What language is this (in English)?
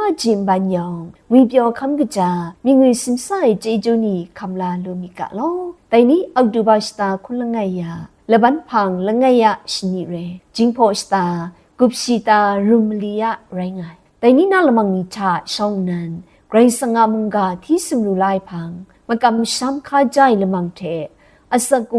Kachin